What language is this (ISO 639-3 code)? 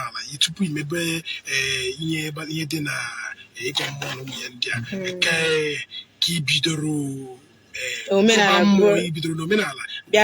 ibo